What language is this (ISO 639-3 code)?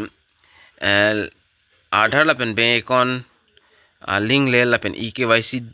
mjw